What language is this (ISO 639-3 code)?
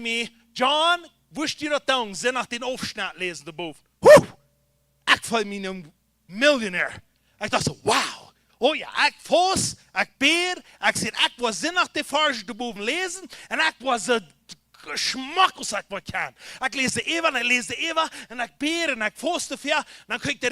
pdt